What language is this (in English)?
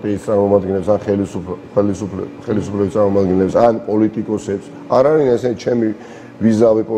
Georgian